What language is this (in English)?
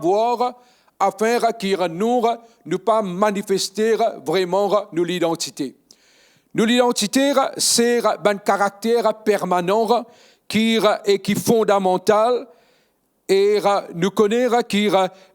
Morisyen